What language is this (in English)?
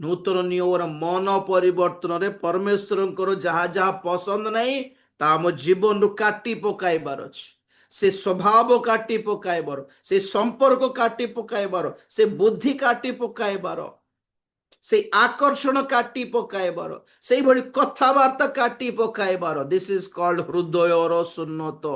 Odia